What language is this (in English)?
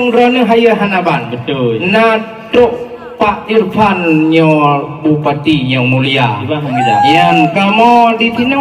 Achinese